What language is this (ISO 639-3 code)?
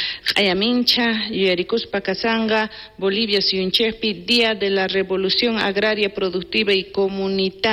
quh